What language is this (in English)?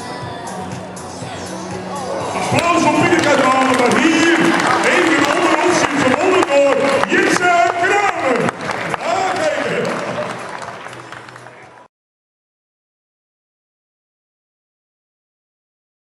Dutch